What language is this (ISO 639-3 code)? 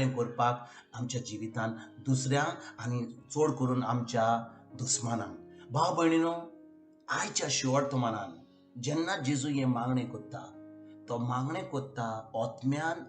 kok